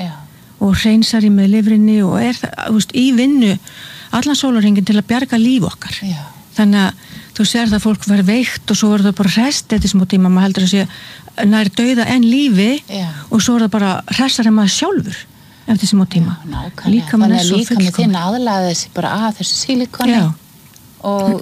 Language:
Icelandic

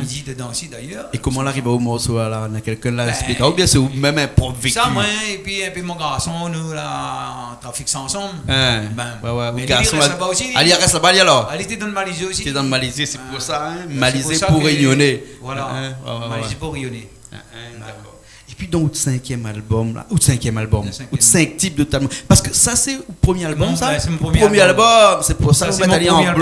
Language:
Réunion Creole French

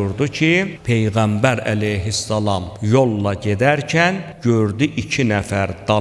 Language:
Azerbaijani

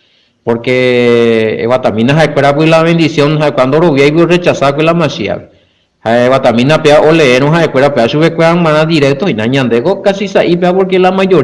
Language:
Guarani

